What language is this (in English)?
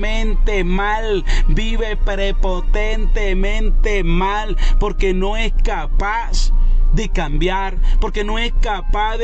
Spanish